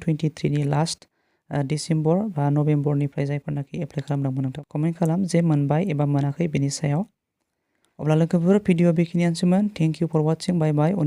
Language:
Bodo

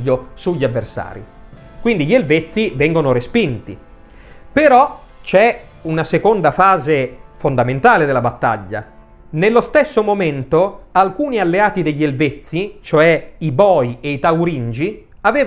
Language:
Italian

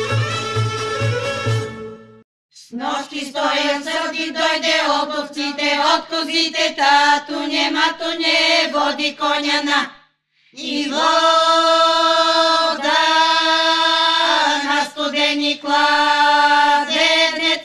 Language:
Bulgarian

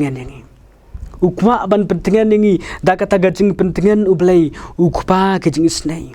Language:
Khasi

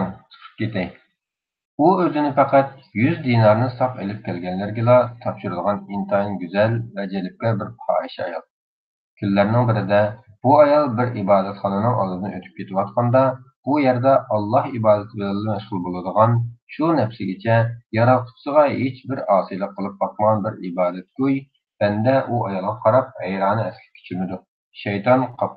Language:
Uyghur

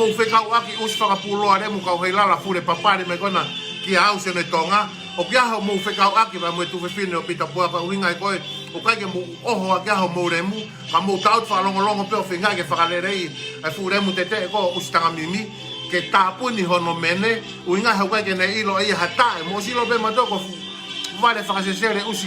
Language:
Tongan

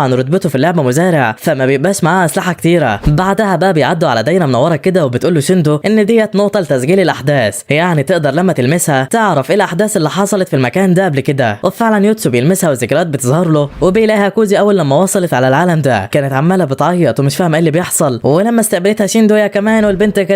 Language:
Egyptian Arabic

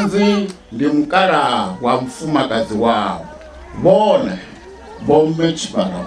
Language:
Venda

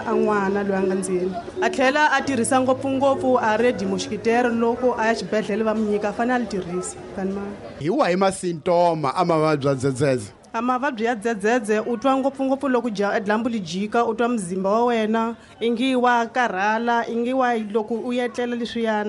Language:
Tsonga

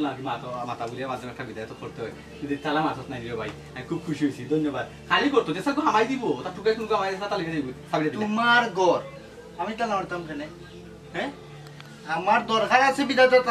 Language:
Sylheti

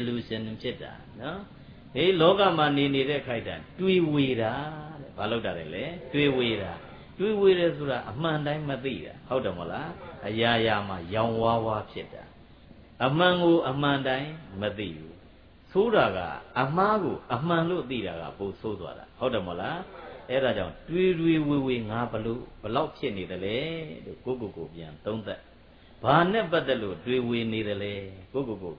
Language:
Burmese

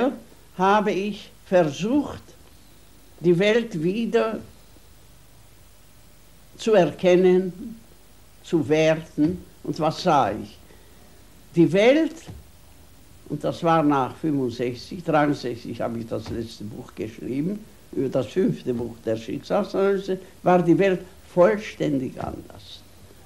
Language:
German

